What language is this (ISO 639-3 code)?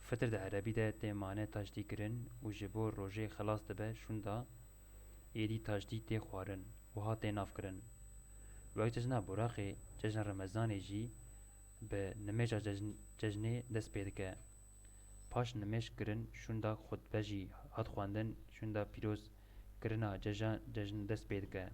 kur